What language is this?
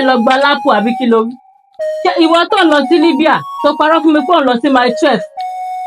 Yoruba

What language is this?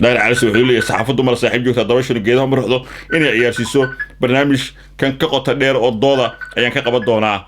Somali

